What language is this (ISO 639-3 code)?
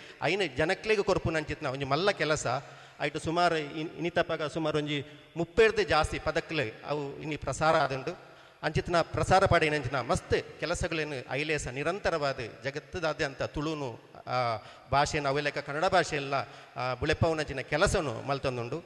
tcy